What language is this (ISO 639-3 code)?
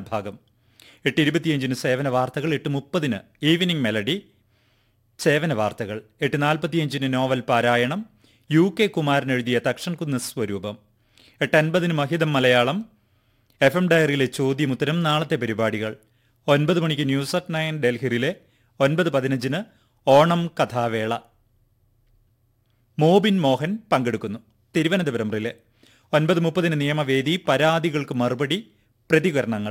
mal